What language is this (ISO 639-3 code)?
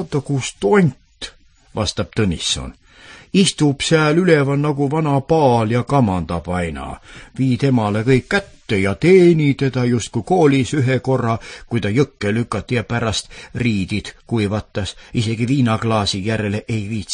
est